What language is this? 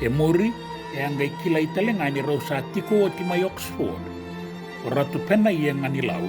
Fijian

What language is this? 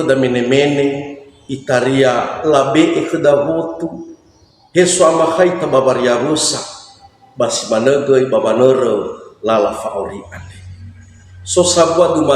Nias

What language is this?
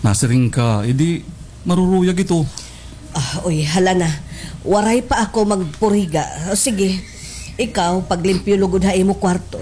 Waray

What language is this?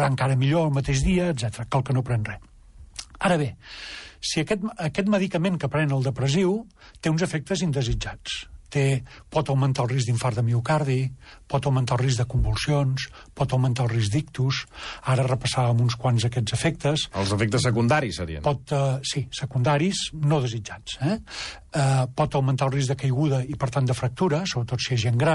Catalan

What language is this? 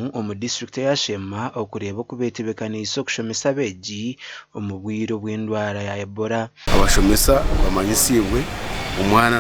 Nyankole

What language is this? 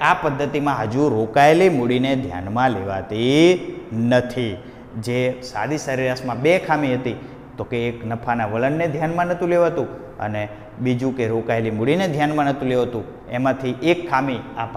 Gujarati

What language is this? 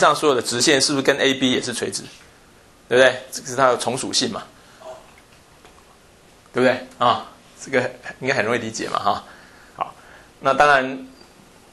Chinese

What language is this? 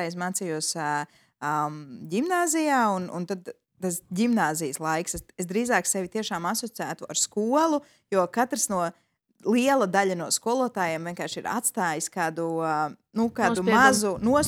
Latvian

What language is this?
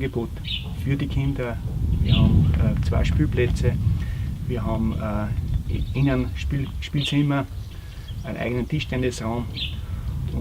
Bavarian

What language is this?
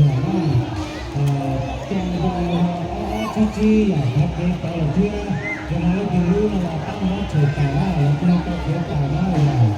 Hmong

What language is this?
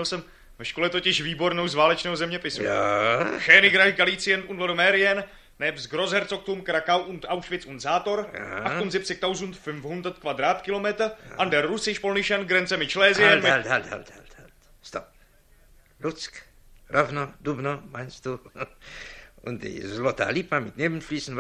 Czech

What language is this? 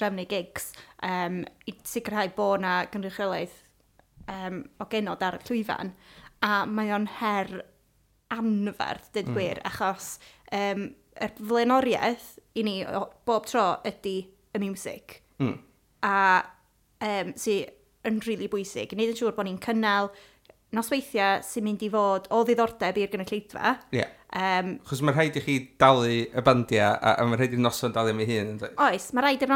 Welsh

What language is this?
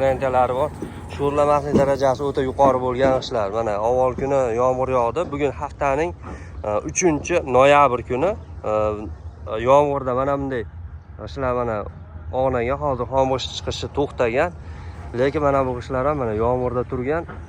Uzbek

